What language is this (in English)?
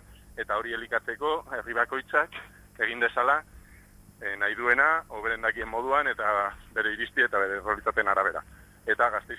Basque